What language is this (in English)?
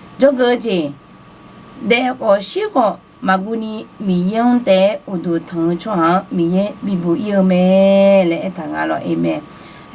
Akha